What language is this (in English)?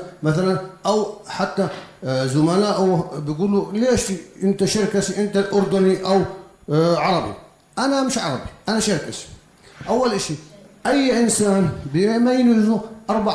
North Levantine Arabic